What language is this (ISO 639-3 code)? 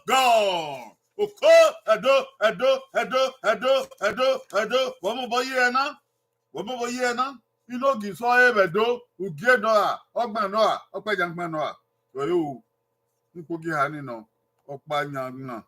bin